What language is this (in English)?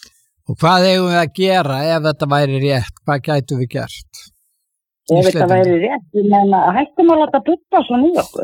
Icelandic